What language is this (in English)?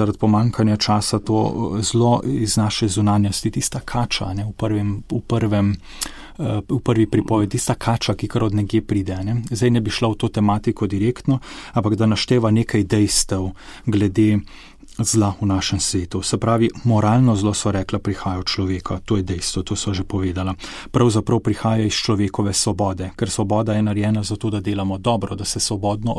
Slovenian